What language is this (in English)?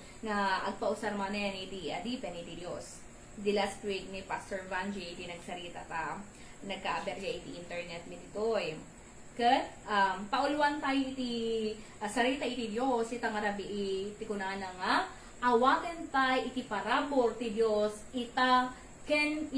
Iloko